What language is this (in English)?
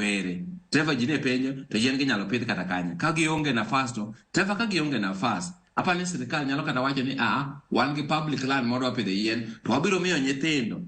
Luo (Kenya and Tanzania)